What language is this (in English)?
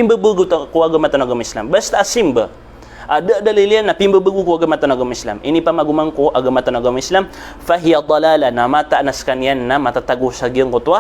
Maranao